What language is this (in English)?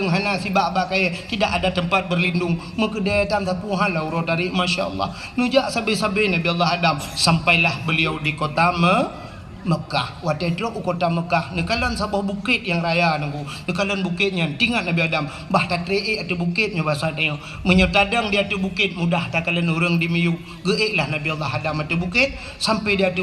Achinese